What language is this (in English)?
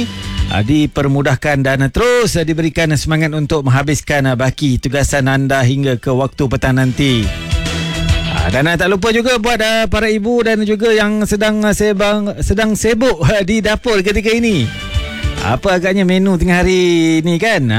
Malay